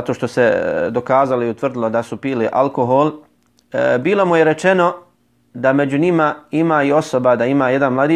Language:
Bosnian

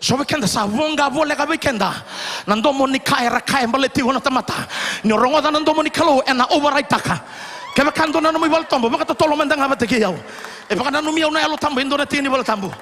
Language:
Fijian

